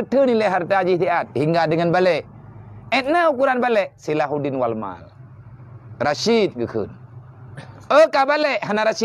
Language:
Achinese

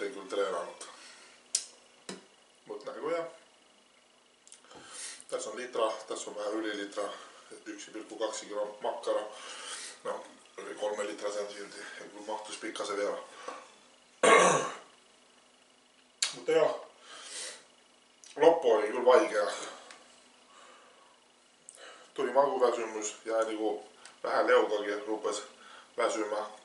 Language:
Finnish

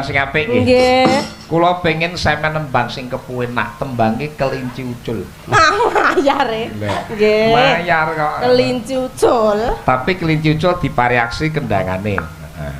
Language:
Javanese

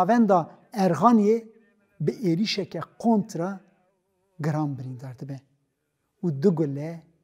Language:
Kurdish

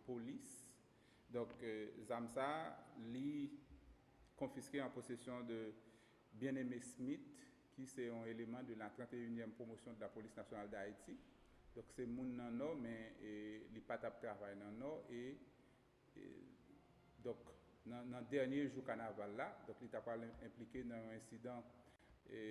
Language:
Haitian Creole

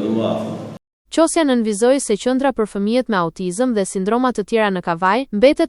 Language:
Albanian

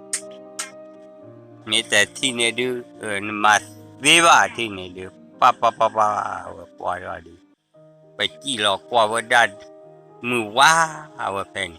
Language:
S'gaw Karen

